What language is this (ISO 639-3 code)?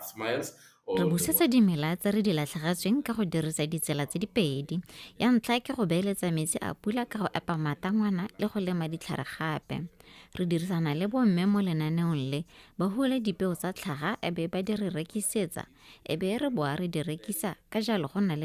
tsn